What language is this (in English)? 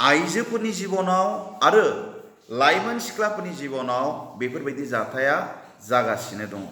Bodo